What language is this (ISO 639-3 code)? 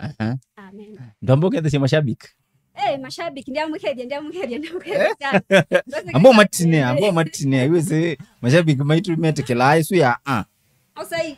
kam